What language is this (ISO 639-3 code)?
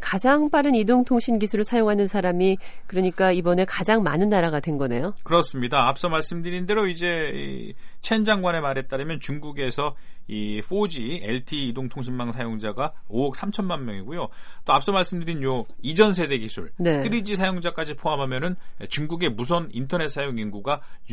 kor